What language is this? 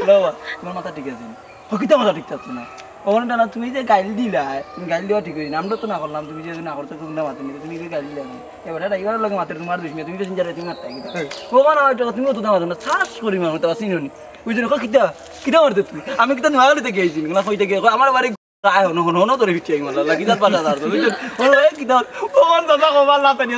Sylheti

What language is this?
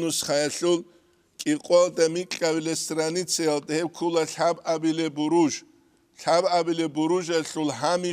Avaric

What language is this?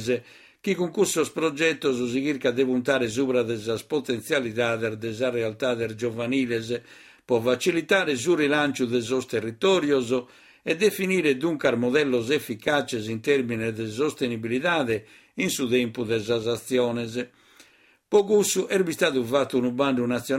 Sardinian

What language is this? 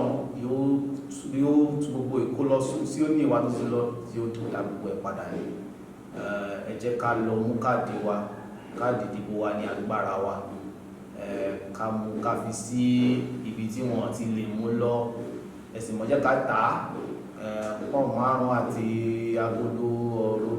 Yoruba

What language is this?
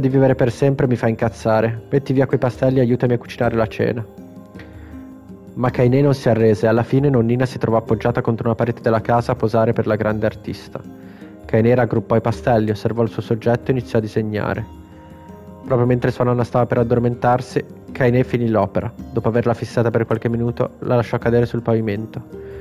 Italian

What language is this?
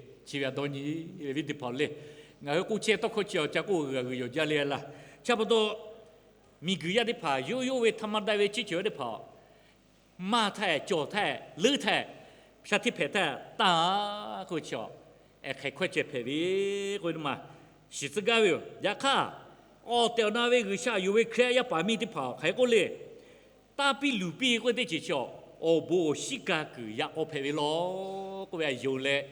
Lahu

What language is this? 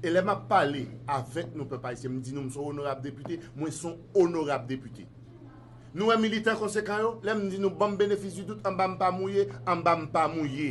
Haitian Creole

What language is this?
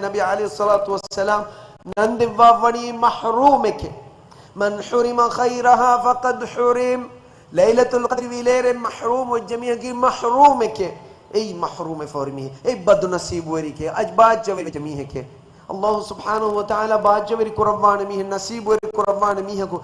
Divehi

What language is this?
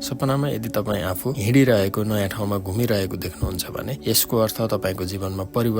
Nepali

